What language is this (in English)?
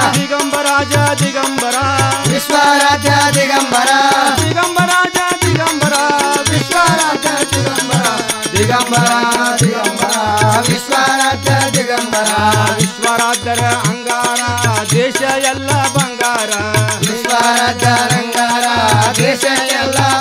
Kannada